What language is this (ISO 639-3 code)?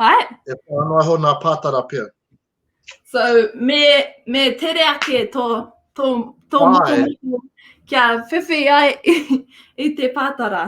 mri